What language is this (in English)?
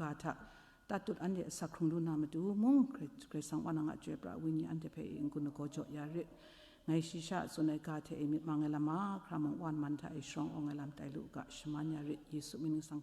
Kachin